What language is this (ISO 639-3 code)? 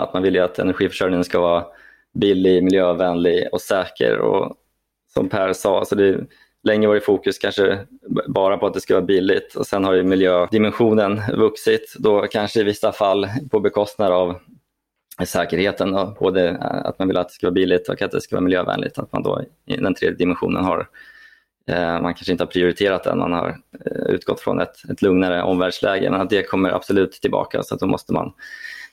swe